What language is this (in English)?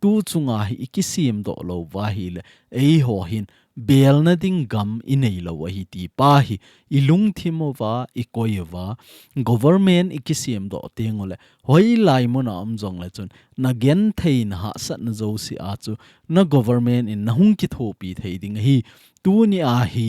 Thado Chin